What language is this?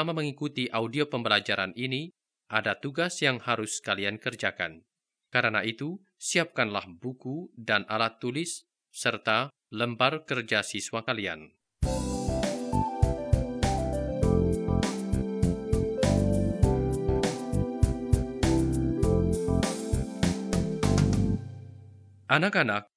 Indonesian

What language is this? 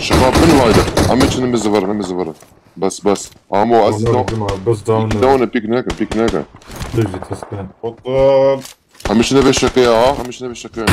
Kurdish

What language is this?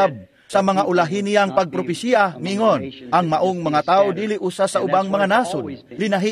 Cebuano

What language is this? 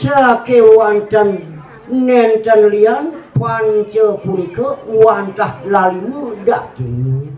Balinese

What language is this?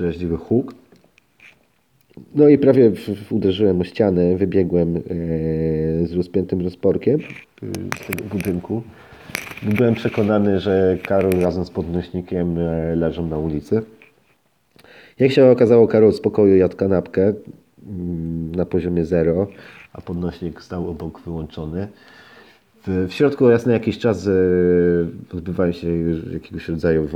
Polish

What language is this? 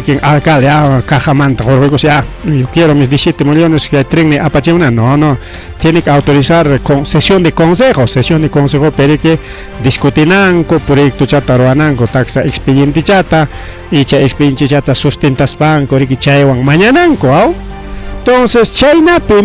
Ayacucho Quechua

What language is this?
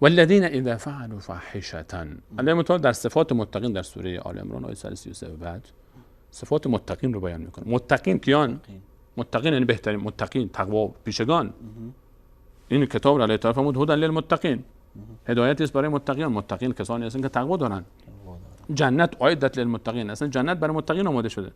Persian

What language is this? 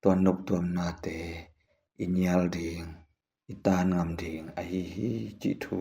Tedim Chin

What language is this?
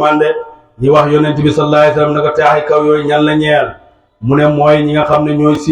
Wolof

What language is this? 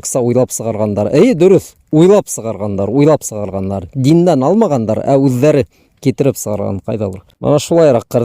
Bashkir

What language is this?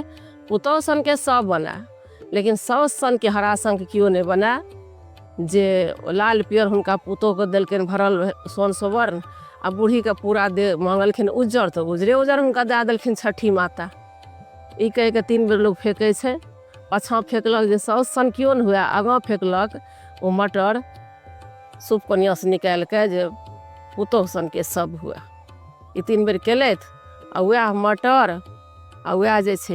Maithili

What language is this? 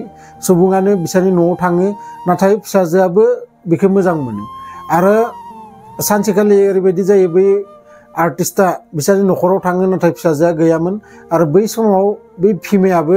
Bodo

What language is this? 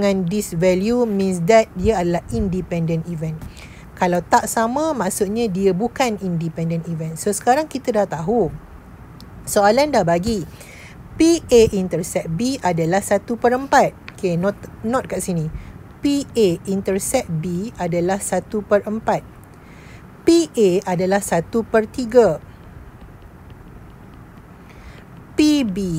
Malay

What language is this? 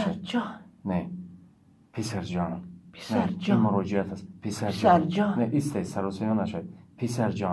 Tajik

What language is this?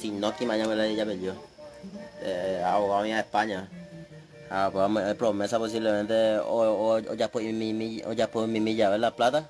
Guarani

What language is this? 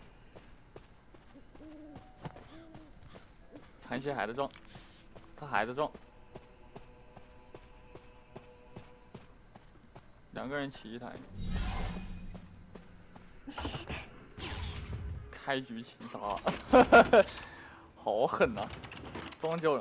Chinese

